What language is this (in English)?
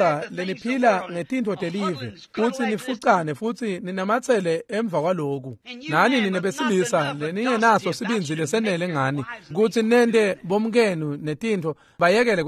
Swati